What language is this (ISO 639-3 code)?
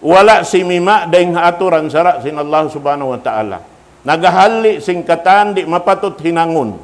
tsg